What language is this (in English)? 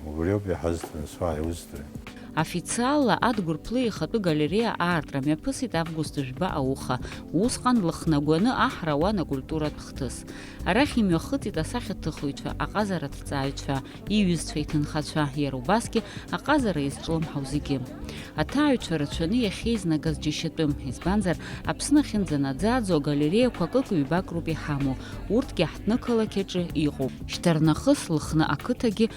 Abkhazian